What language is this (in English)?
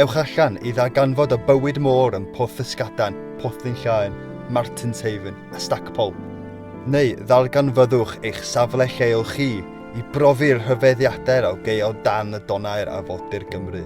Welsh